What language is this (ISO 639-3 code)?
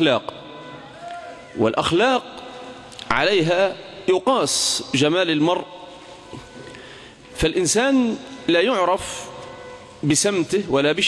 ara